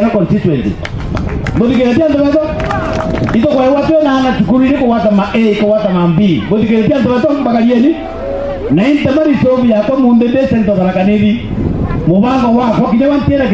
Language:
Meru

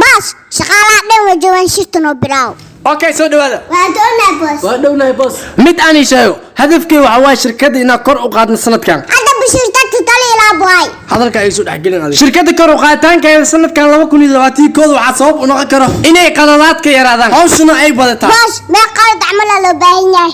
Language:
Somali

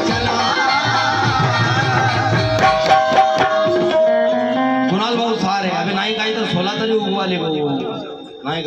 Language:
Marathi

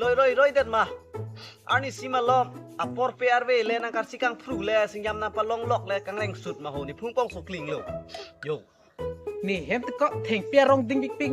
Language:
Karbi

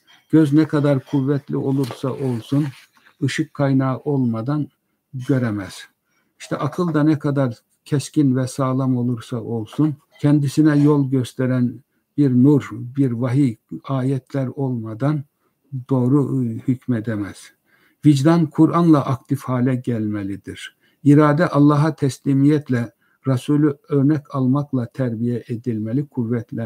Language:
Turkish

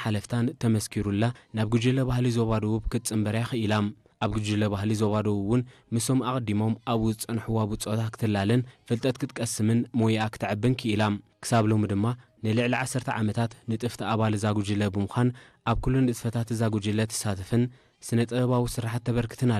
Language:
Tigrinya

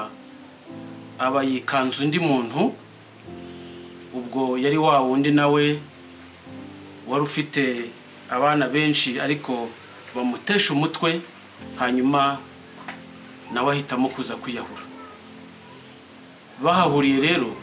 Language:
Kinyarwanda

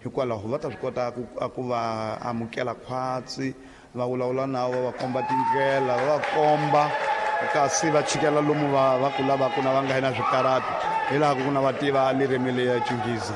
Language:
Tsonga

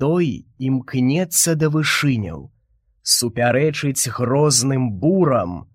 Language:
Belarusian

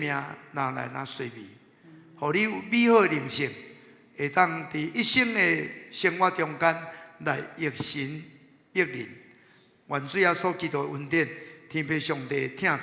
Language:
Min Nan Chinese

